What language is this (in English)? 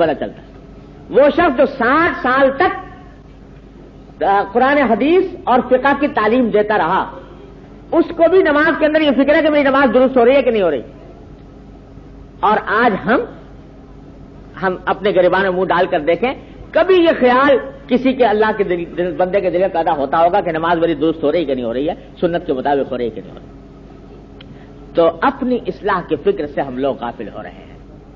Urdu